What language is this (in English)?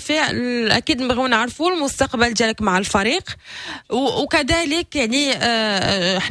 Moroccan Arabic